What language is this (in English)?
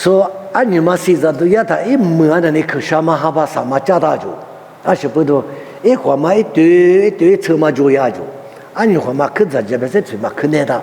Lisu